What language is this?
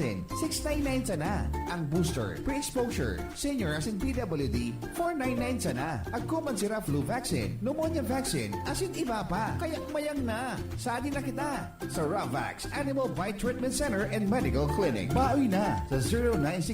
Bikol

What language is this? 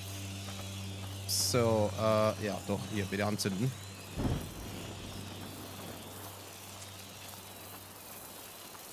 German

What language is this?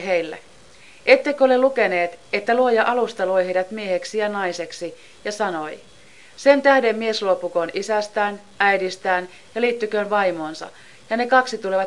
Finnish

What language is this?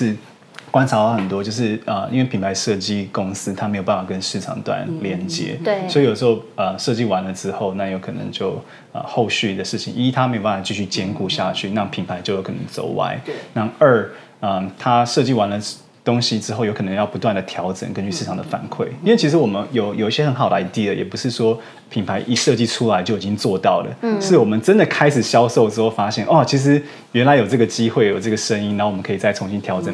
Chinese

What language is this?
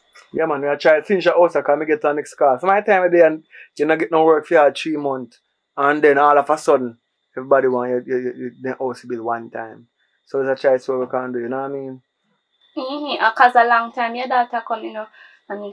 Jamaican Creole English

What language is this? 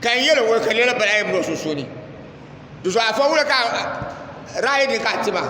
Dagbani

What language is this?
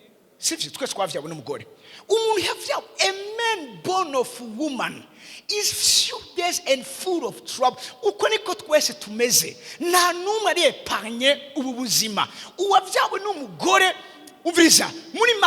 Rundi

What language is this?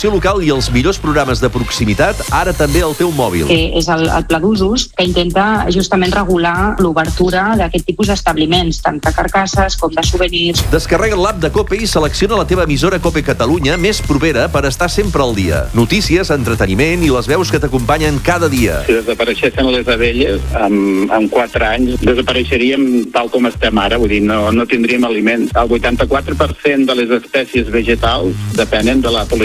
Catalan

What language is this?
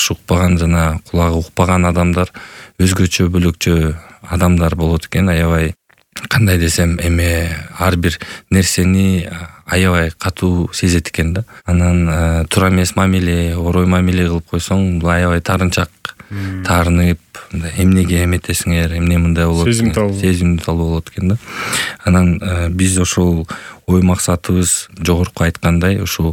Kyrgyz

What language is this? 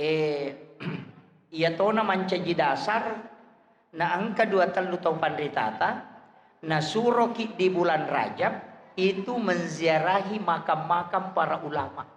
Buginese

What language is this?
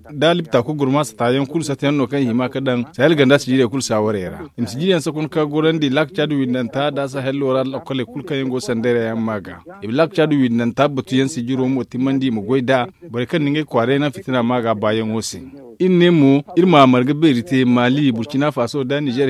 Zarma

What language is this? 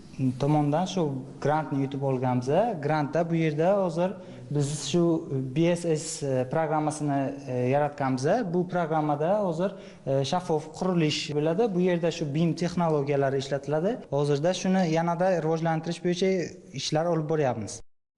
Uzbek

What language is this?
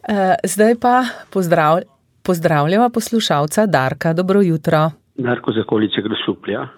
Slovenian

